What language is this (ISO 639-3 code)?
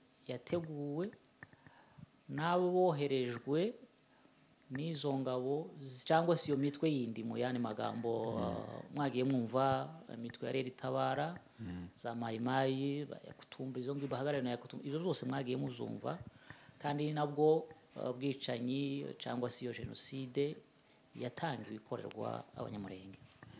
kin